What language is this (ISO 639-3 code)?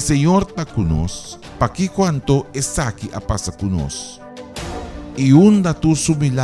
pap